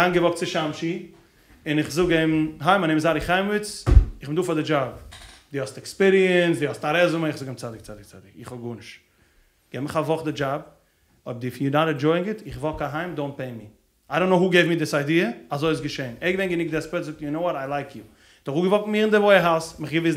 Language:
Yiddish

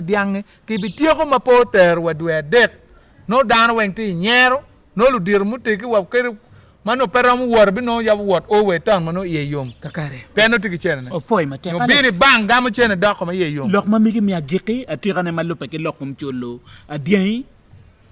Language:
Acoli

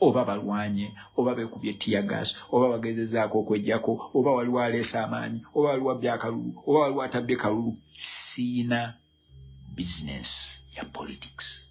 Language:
Ganda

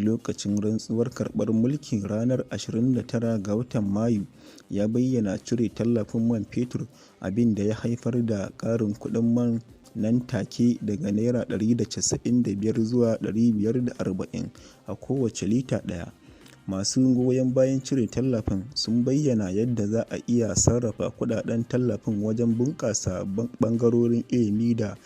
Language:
Hausa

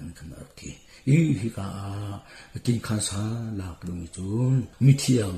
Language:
Hakha Chin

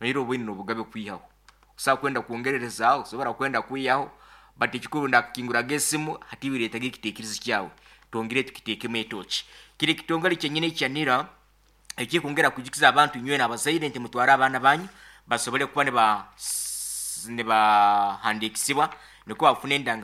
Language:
Nyoro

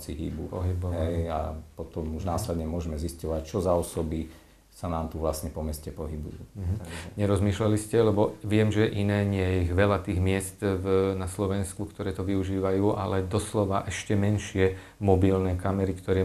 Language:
Slovak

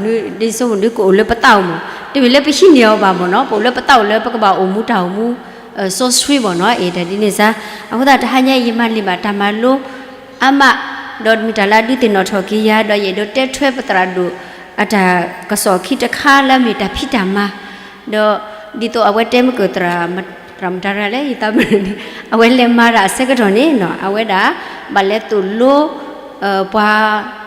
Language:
S'gaw Karen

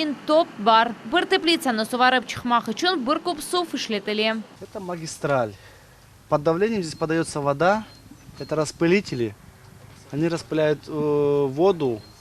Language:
Crimean Tatar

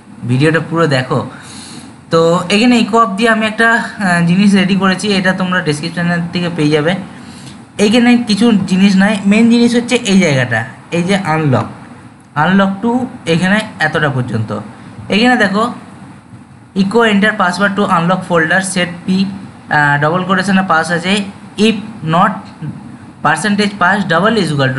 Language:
Bangla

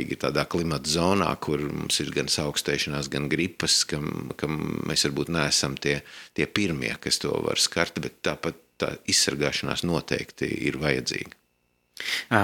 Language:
Latvian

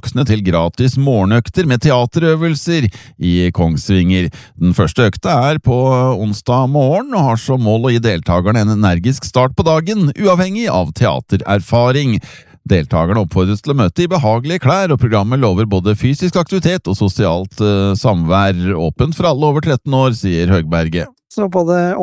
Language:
Norwegian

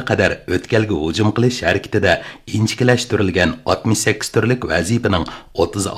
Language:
Uyghur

